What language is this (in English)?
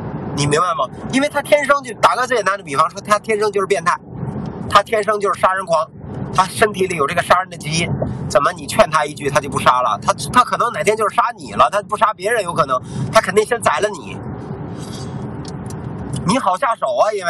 Chinese